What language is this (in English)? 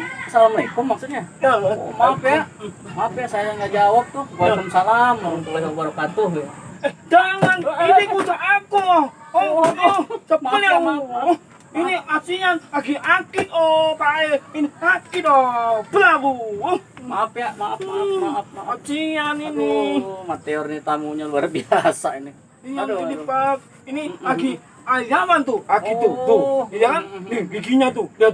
Betawi